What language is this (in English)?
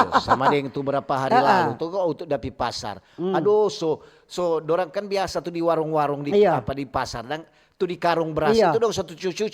Manado Malay